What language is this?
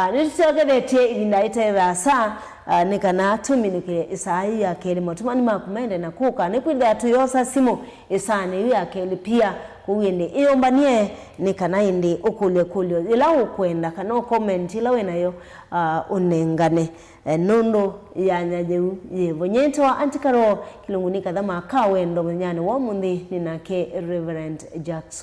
Kamba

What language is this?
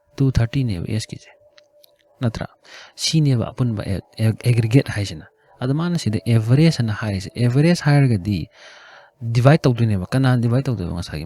Manipuri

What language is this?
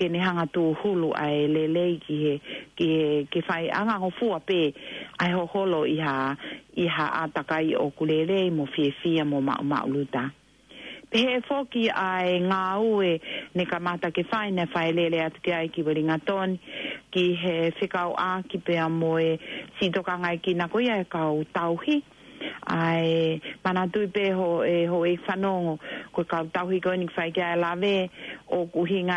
Tongan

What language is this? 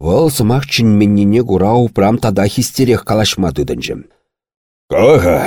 Chuvash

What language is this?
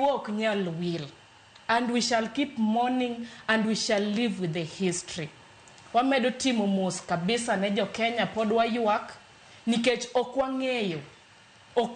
Luo (Kenya and Tanzania)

